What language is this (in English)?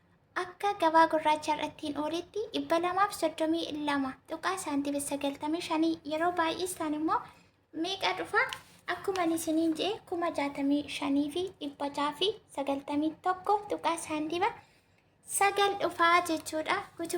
Oromo